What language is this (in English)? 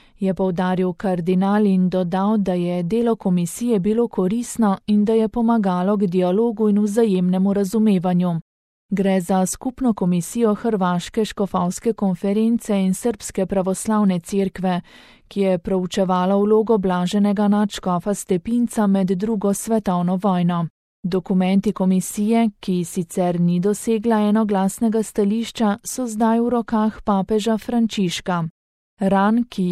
Slovenian